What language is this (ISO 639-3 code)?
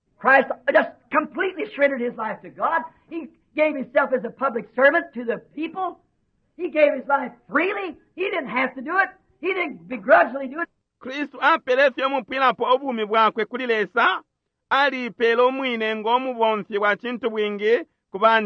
bem